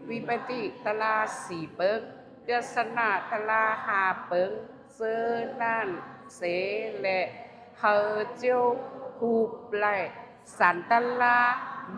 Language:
Shan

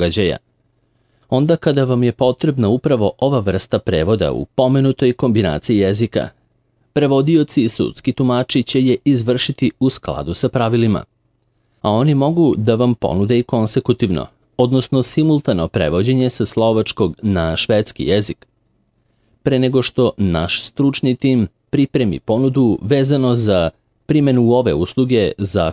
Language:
Serbian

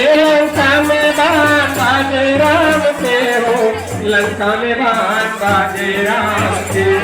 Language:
Chhattisgarhi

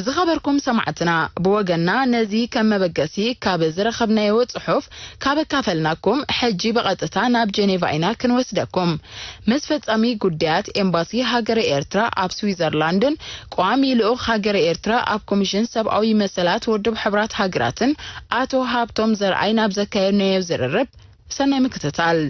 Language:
Tigrinya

